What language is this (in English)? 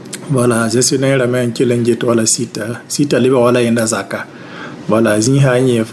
Mossi